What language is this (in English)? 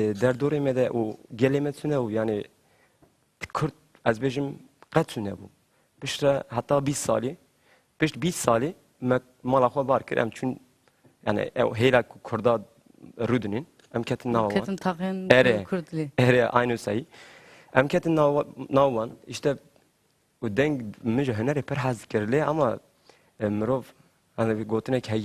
Kurdish